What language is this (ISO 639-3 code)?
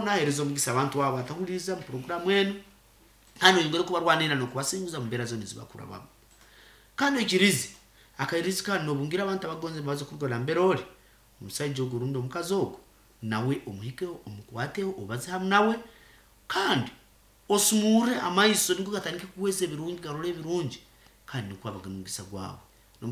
nyo